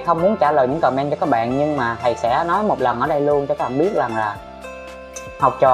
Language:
Vietnamese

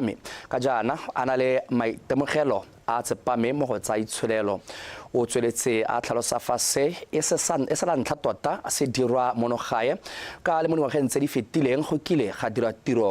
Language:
Tswana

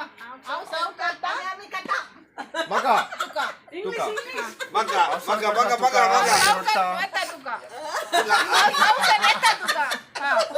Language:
Konkani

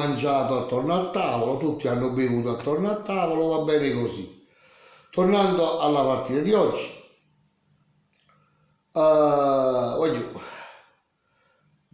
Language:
Italian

